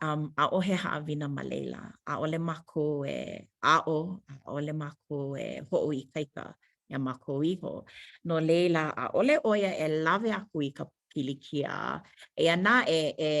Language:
Hawaiian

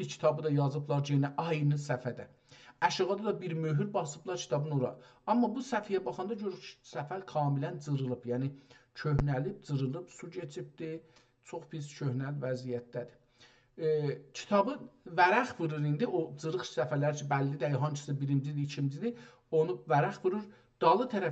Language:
South Azerbaijani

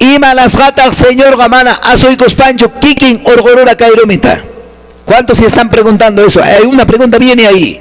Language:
Quechua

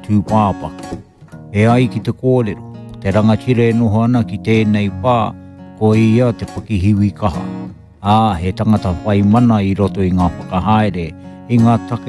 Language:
Māori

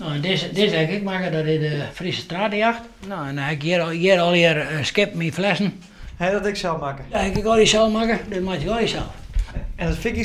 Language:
Western Frisian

